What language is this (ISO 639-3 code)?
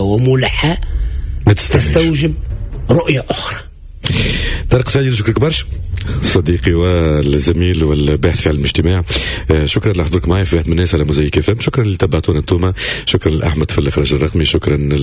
aeb